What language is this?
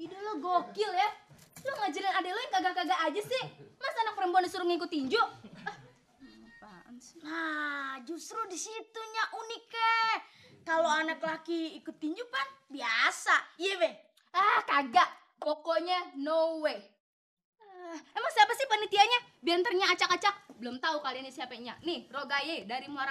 Betawi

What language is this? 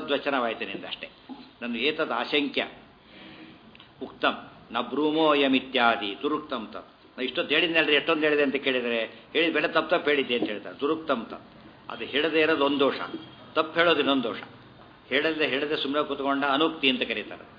Kannada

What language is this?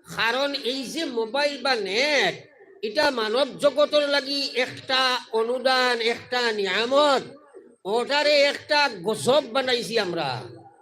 Sylheti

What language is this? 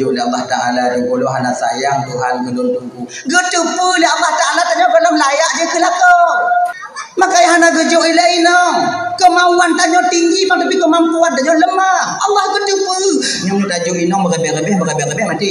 Achinese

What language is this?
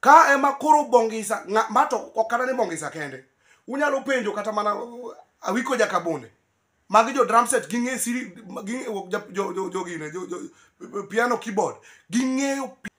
Luo (Kenya and Tanzania)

